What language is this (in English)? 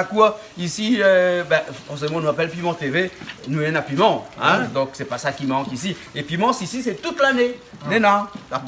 Réunion Creole French